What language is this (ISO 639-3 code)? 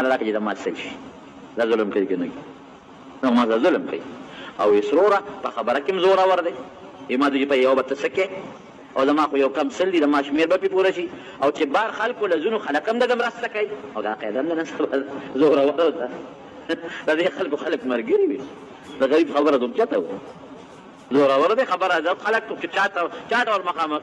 pus